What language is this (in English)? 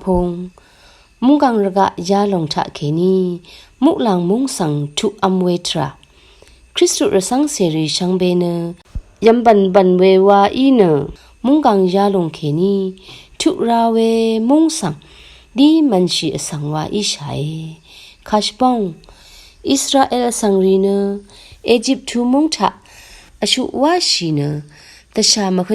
Rawang